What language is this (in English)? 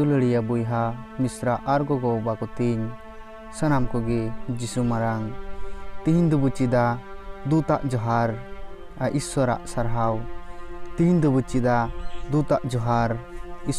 Santali